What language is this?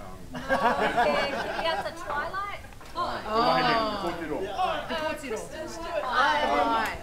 Māori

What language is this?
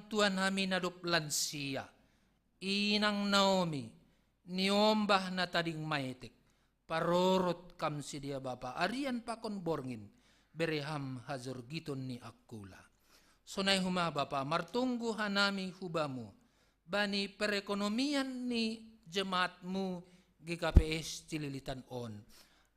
Batak Simalungun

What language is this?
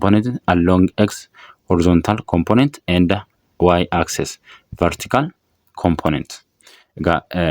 Oromo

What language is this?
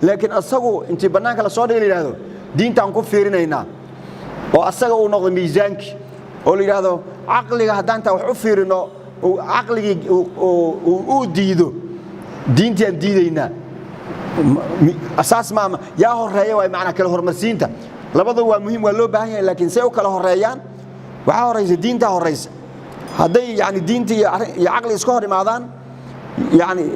Somali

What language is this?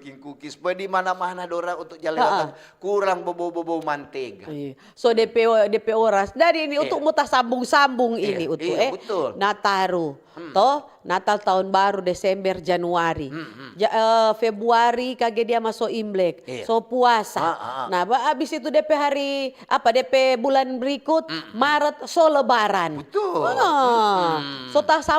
Manado Malay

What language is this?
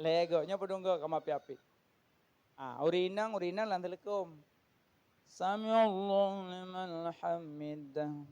Achinese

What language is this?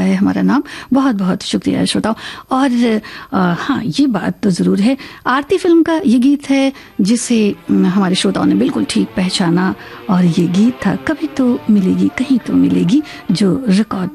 Hindi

